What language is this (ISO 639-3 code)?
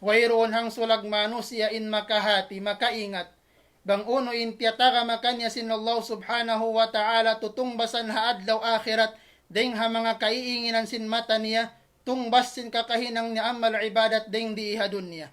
tsg